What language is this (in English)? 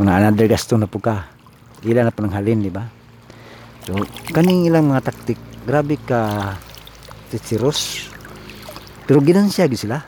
Cebuano